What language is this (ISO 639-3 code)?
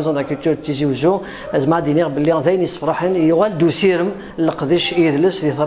kab